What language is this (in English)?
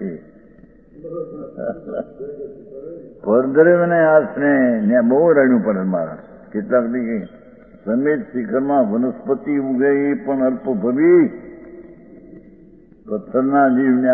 Gujarati